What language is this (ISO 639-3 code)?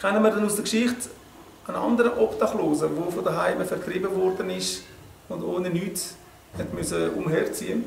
gsw